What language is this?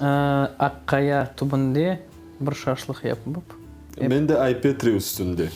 Crimean Tatar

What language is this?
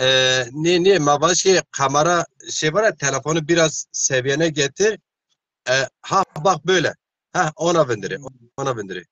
Zaza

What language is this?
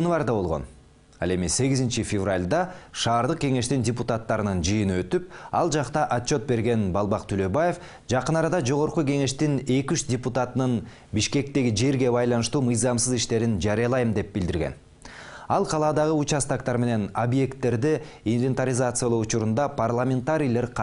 Kyrgyz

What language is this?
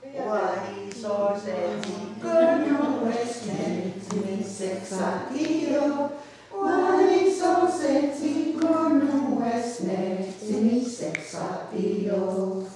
Mohawk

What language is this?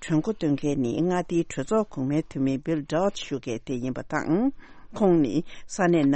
Tibetan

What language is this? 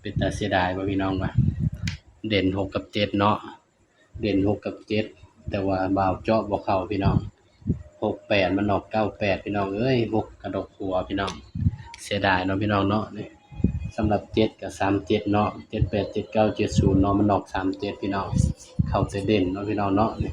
Northeastern Thai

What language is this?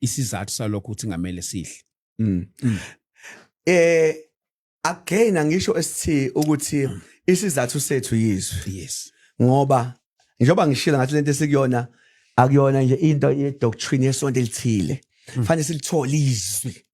Zulu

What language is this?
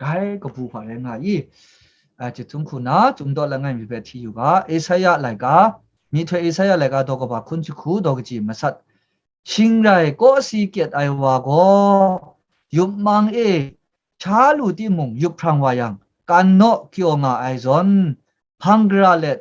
Kachin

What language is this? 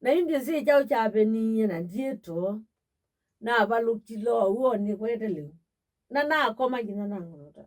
Kamba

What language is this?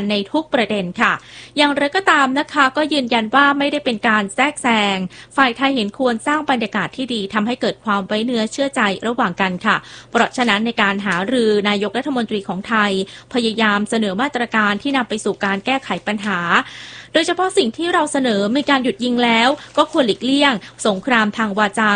Thai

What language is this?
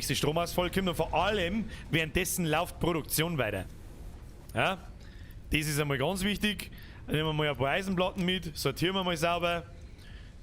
Bavarian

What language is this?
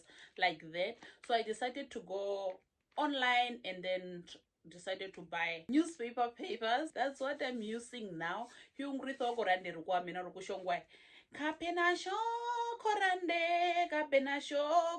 Herero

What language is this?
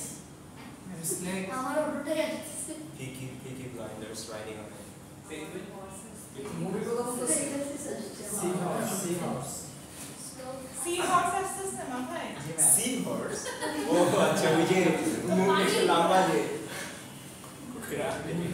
Bangla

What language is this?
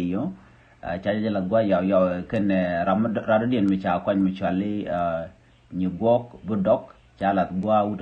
Nuer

